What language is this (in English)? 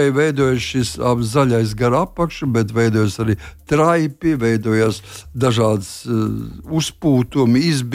Latvian